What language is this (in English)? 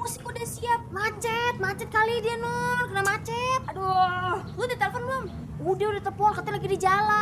Betawi